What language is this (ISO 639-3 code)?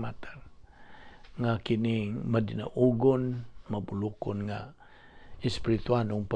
ceb